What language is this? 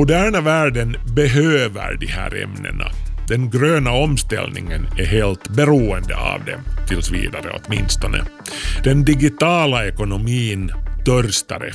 Swedish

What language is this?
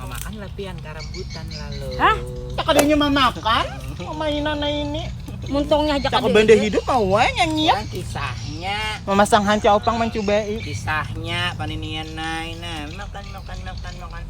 Banjar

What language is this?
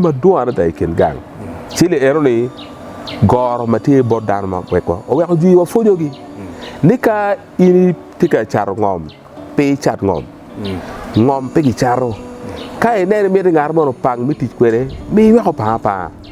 Acoli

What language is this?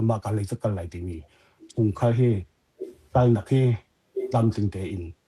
Hakha Chin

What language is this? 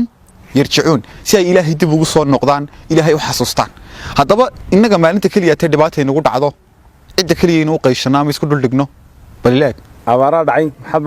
Somali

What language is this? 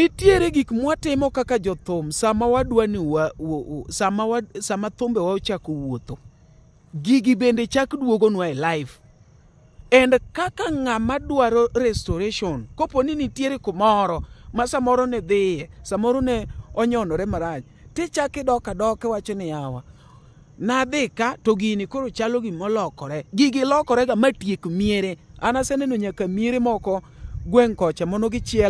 Luo (Kenya and Tanzania)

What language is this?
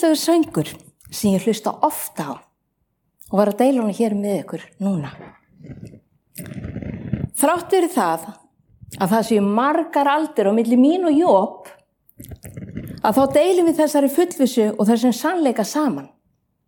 Icelandic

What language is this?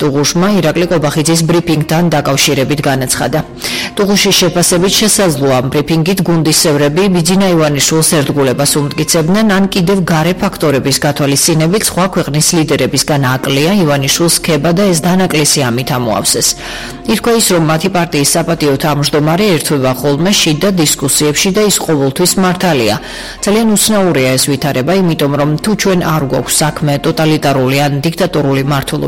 Georgian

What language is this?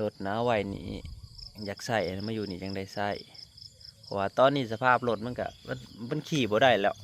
Northeastern Thai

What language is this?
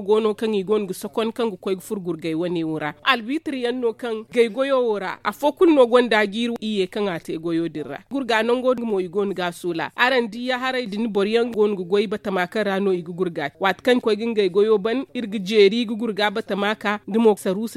Zarma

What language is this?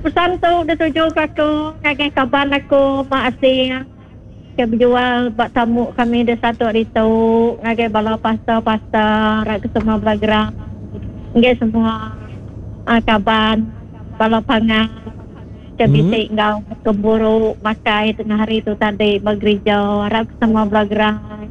Iban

